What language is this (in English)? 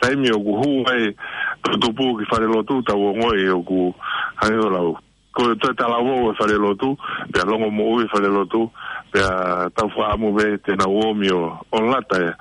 Tongan